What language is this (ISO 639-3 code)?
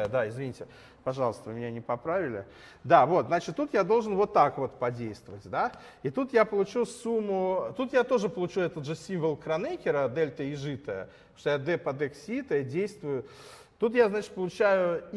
rus